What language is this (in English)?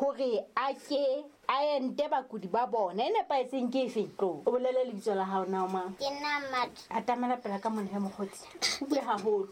Southern Sotho